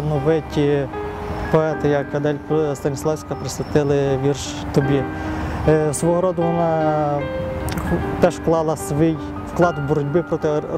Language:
Ukrainian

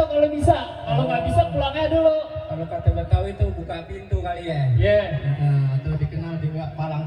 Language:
Betawi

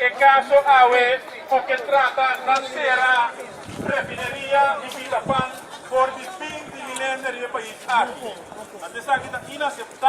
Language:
Papiamento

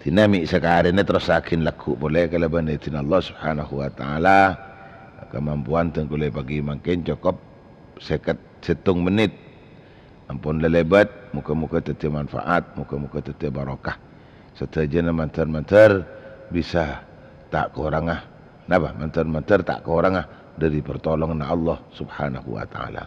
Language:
Madurese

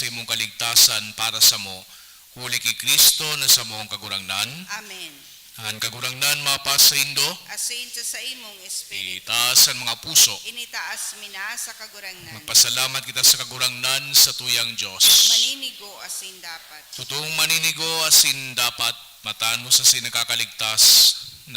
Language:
Bikol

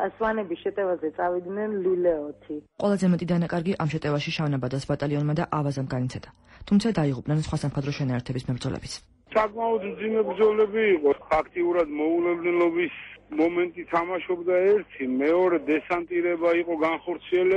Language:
Georgian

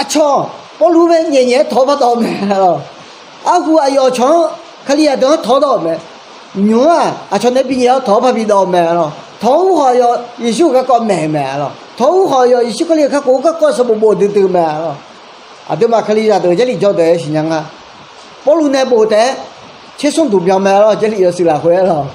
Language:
Akha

